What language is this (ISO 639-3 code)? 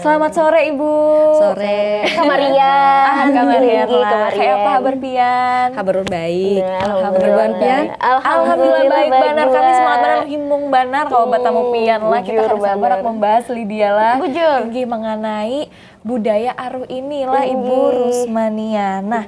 bjn